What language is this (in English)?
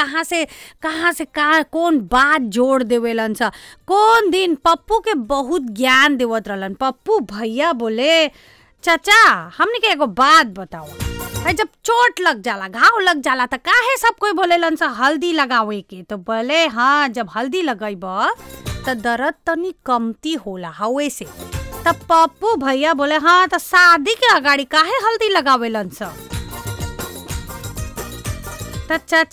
Bhojpuri